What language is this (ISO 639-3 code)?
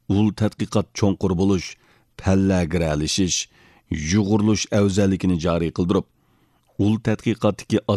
uig